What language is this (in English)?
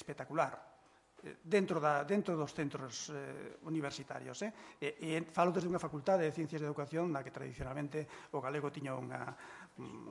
Galician